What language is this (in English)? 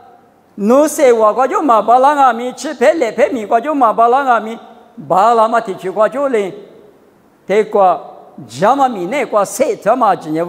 Lisu